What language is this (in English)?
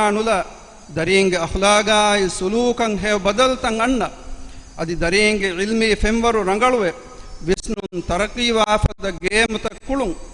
Divehi